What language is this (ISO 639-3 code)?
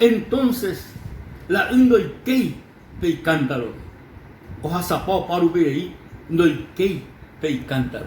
grn